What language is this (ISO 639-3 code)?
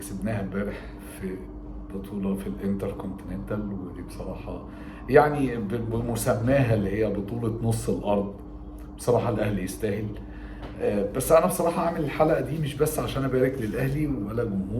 arz